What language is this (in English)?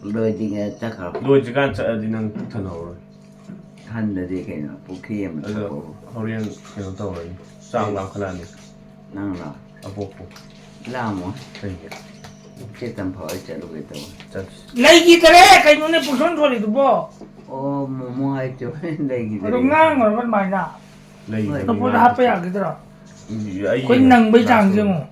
Manipuri